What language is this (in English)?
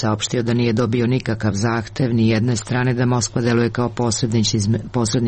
Serbian